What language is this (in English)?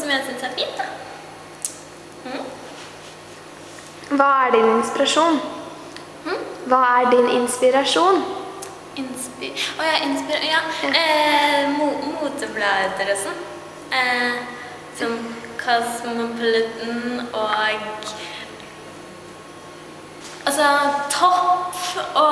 Norwegian